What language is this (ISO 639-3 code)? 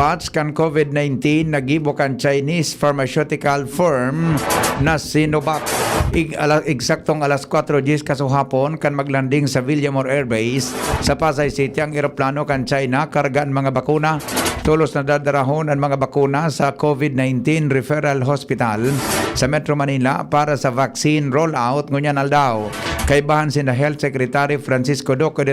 bik